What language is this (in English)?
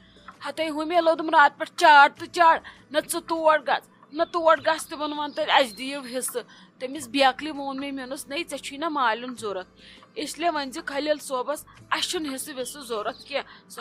Kashmiri